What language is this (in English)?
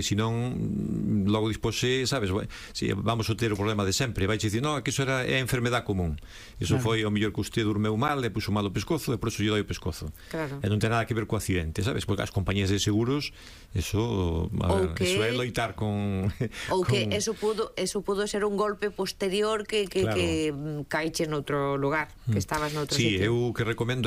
Galician